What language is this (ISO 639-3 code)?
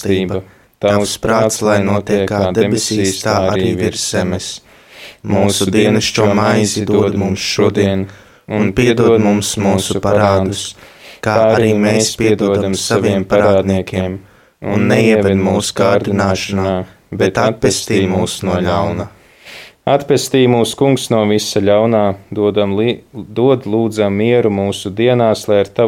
lav